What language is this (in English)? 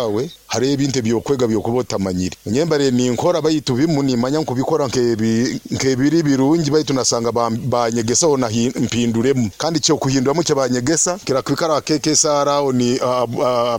Nyoro